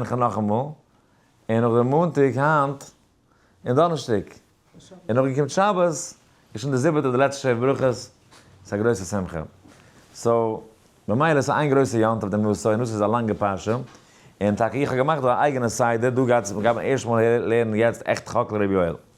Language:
Yiddish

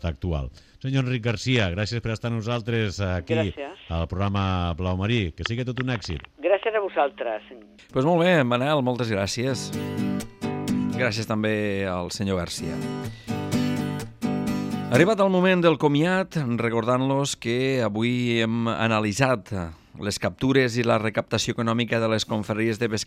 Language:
Catalan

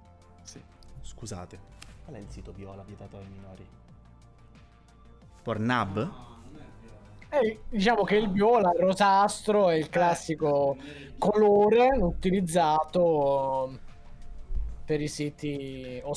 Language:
Italian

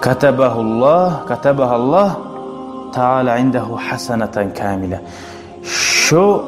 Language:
Kumyk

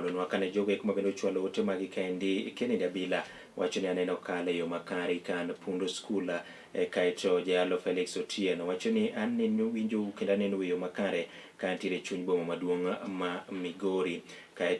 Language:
Luo (Kenya and Tanzania)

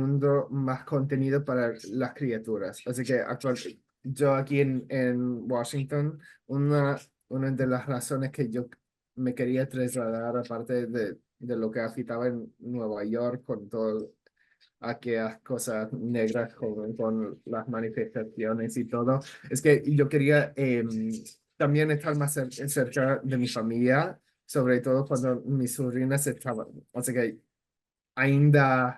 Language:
Ladino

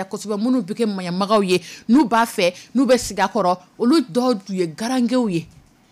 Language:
Dyula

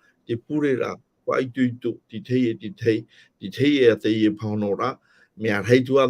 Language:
Tahitian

